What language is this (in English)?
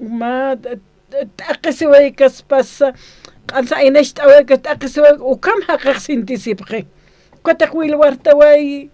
Aymara